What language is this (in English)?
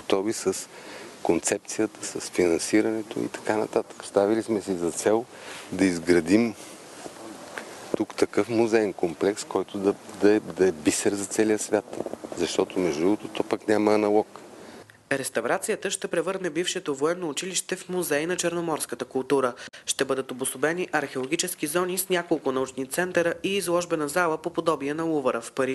Bulgarian